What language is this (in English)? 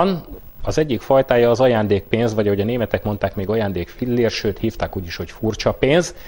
Hungarian